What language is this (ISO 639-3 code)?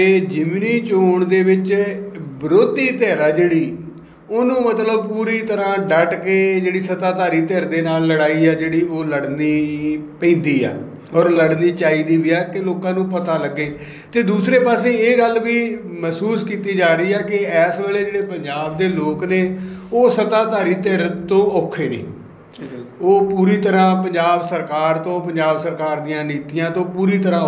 pan